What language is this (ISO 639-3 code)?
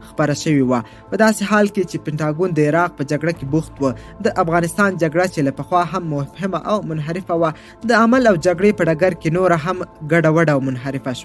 pus